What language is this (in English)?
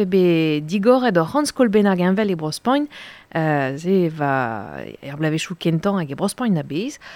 Breton